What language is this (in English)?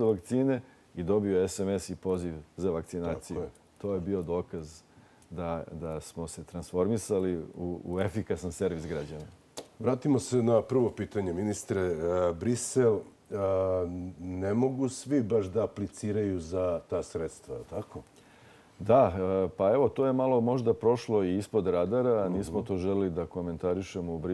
Serbian